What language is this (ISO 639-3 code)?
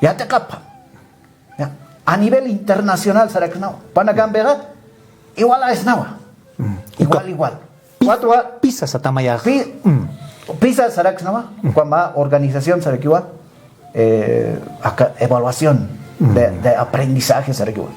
aym